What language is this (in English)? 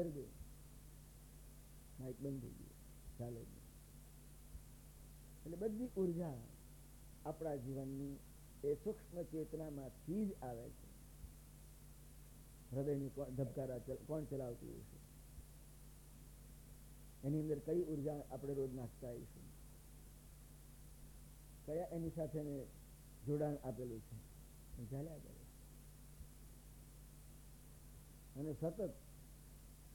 Gujarati